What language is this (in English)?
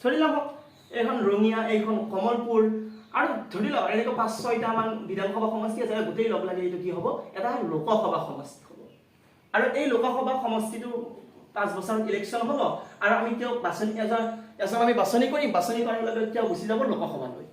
Assamese